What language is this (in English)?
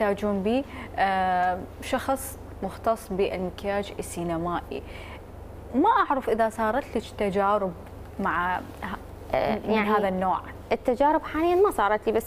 Mesopotamian Arabic